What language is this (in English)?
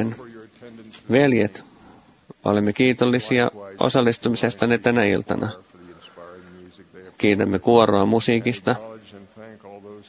Finnish